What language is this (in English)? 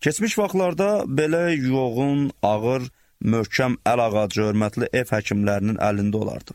Azerbaijani